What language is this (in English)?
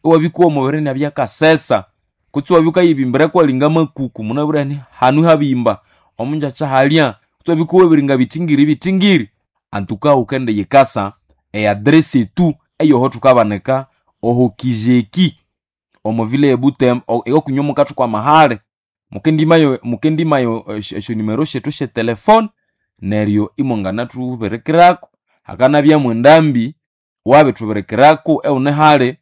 Nande